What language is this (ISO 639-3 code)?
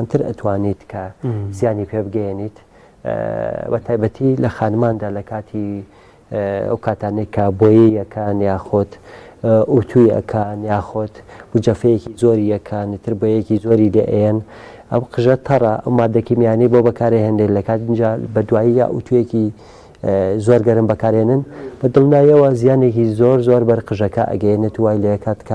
ckb